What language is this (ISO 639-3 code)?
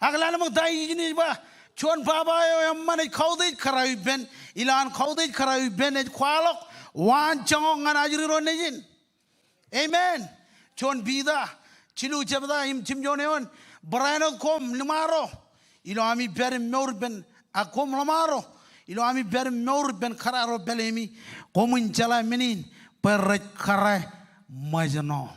mah